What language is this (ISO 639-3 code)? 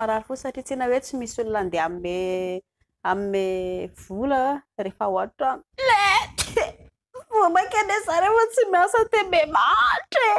mlg